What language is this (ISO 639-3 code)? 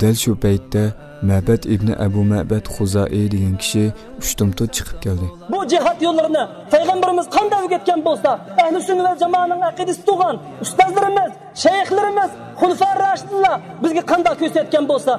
uig